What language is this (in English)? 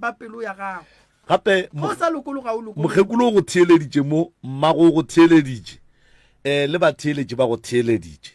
Northern Sotho